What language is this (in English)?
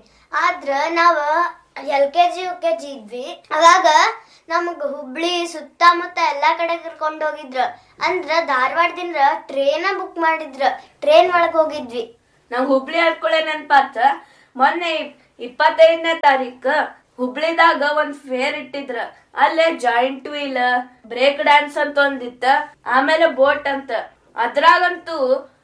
Kannada